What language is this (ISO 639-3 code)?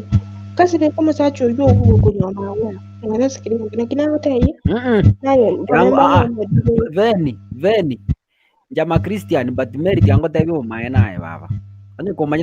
guz